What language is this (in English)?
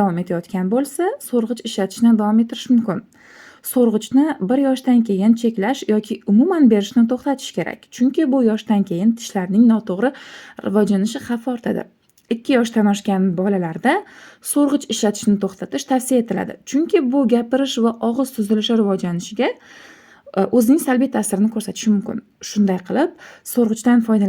Uzbek